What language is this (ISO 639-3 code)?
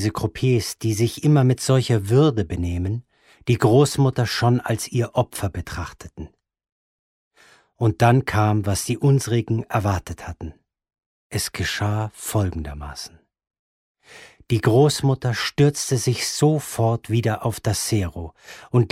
deu